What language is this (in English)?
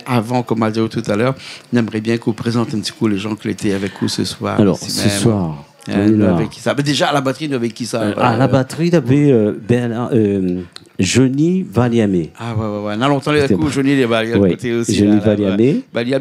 Réunion Creole French